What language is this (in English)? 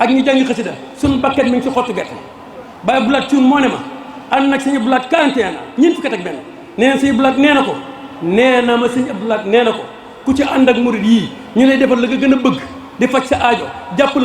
Wolof